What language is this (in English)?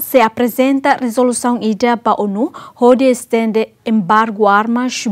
Tetum